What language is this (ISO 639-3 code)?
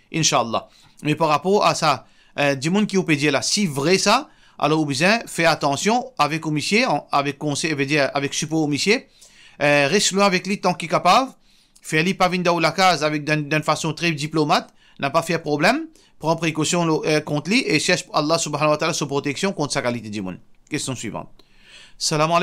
mfe